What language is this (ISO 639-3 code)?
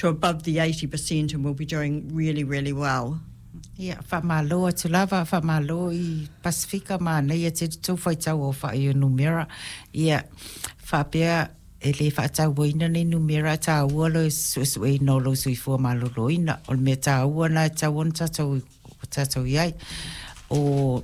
smo